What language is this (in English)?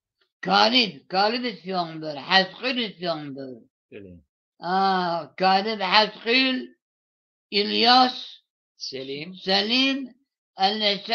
Zaza